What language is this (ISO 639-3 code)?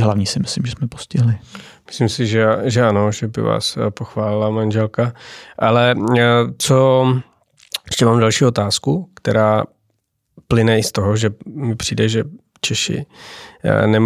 ces